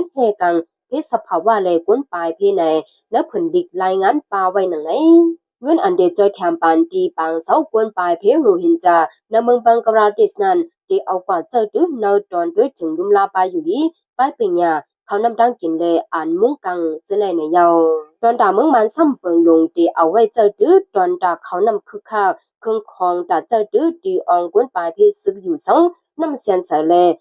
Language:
Shan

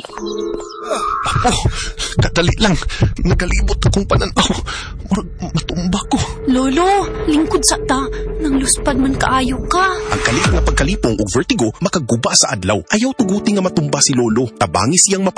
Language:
Cebuano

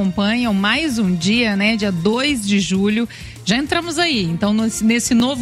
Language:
Portuguese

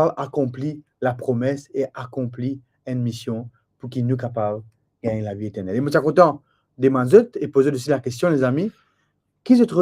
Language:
Morisyen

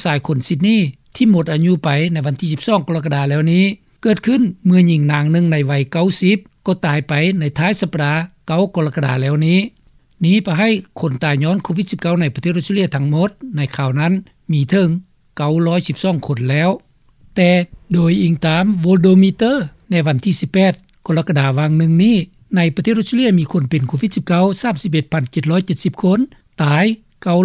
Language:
Lao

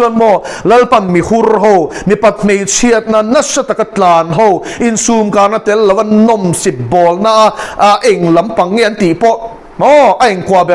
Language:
Mizo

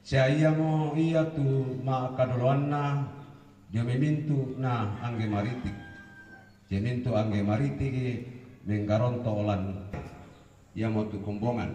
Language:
Toraja-Sa'dan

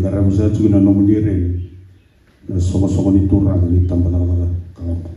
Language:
Fijian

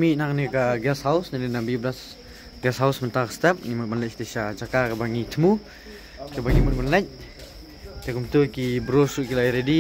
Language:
Khasi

